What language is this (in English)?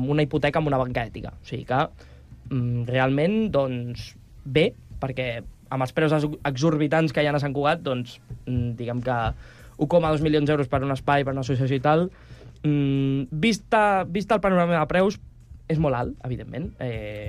Catalan